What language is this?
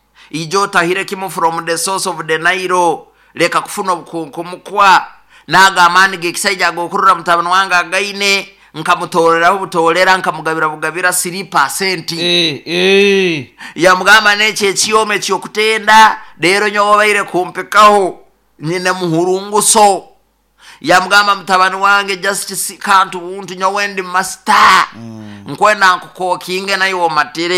Nyoro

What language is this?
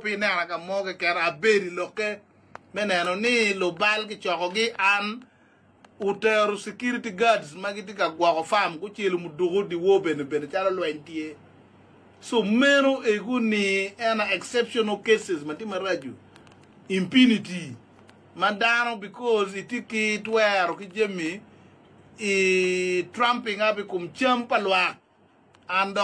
Acoli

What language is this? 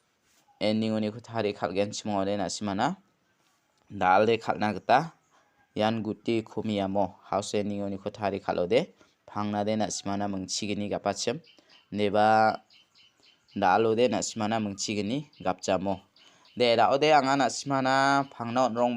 Garo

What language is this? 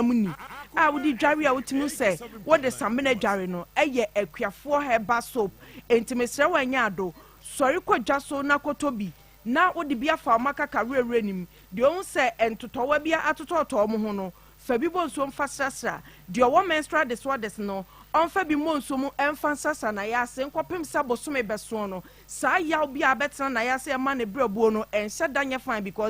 Akan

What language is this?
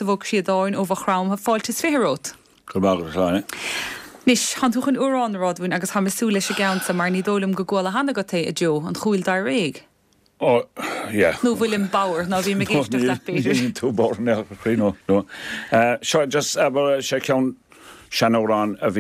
Irish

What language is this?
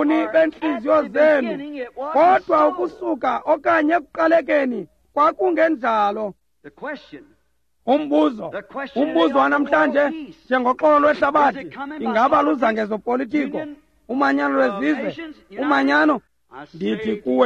Xhosa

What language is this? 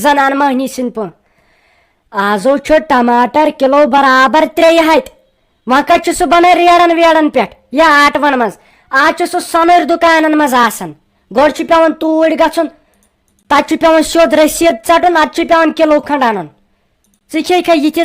Kashmiri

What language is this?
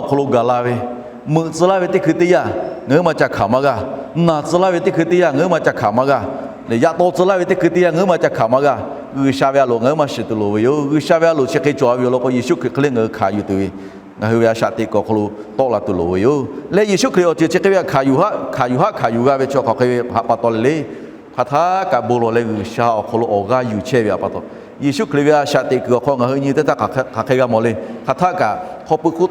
Lahu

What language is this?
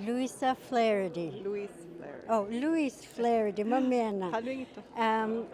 Inuktitut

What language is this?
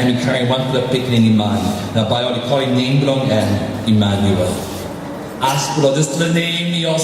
Tok Pisin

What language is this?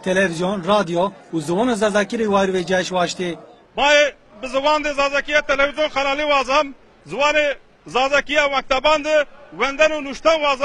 Zaza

